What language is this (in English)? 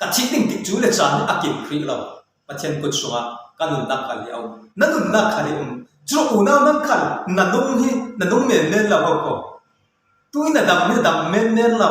Falam Chin